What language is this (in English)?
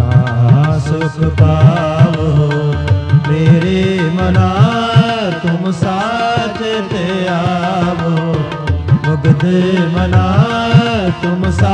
Punjabi